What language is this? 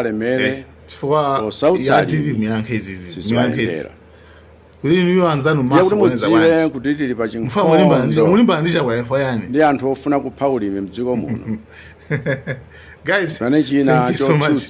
Nyanja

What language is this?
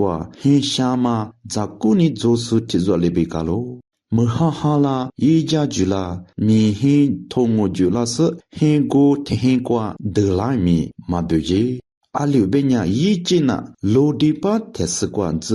Lisu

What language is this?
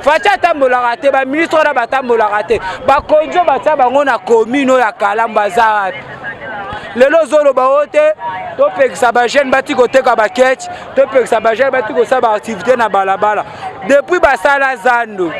Lingala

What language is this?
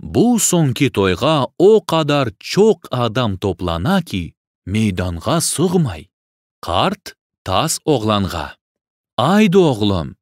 Crimean Tatar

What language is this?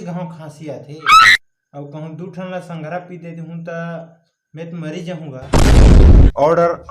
Chhattisgarhi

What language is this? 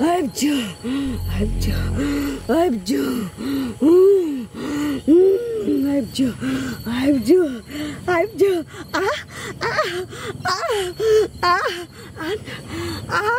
Maithili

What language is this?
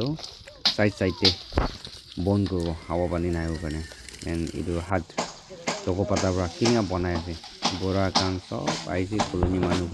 Naga Pidgin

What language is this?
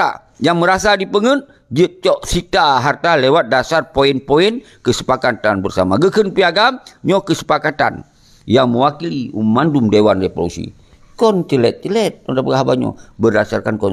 Achinese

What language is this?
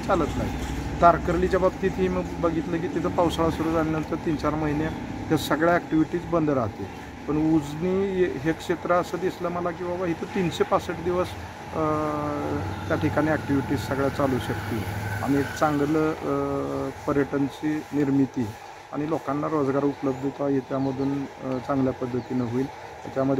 Marathi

